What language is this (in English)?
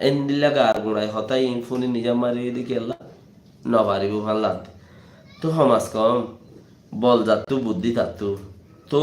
Rohingya